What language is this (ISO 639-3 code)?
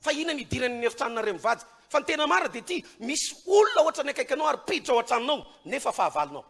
mlg